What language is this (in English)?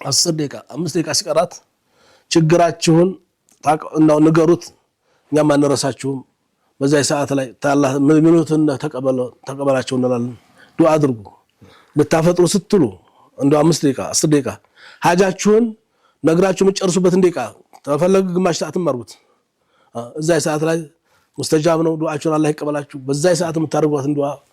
Amharic